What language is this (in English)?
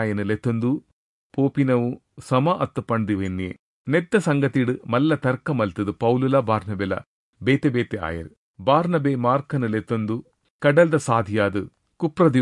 Tulu